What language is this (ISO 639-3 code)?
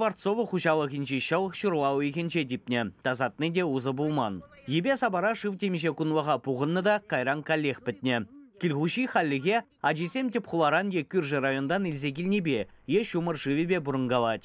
chv